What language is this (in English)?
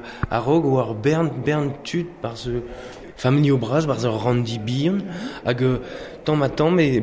Breton